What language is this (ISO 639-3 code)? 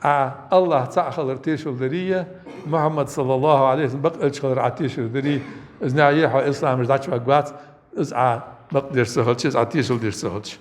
inh